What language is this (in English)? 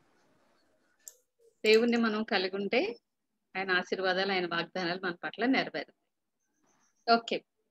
Telugu